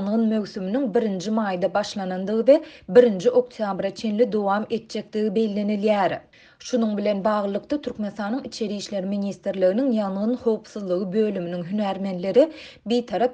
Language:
Turkmen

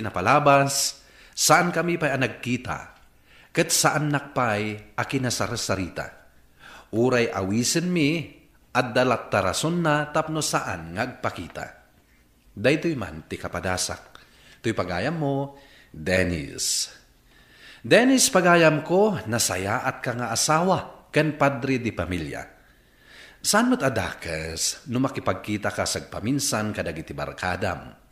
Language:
Iloko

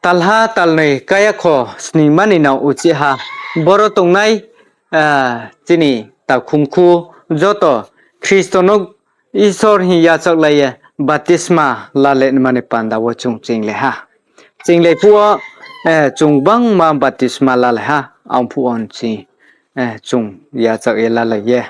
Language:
Riang (India)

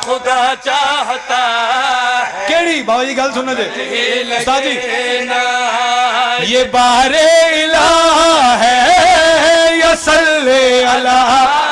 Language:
Pahari-Potwari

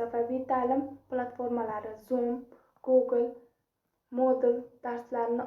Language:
Uzbek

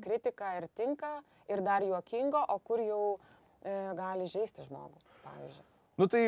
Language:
Lithuanian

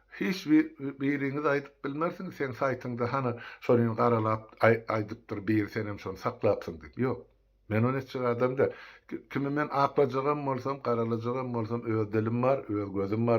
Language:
Turkmen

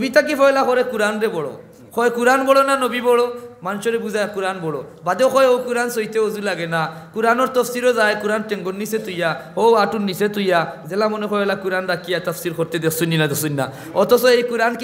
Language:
Sylheti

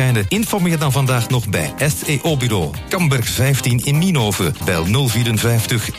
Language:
Dutch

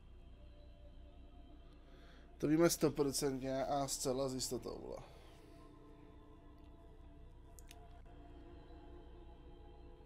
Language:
Czech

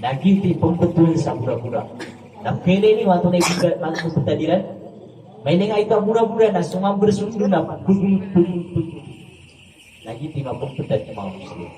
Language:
Maranao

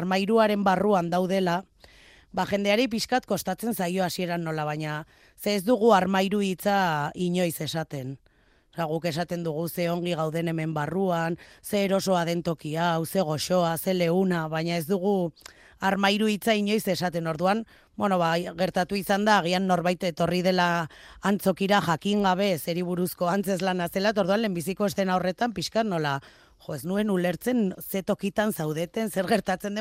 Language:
Basque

